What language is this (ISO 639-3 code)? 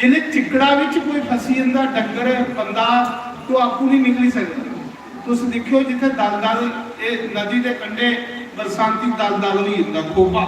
doi